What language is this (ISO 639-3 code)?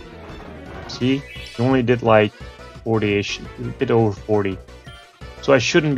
eng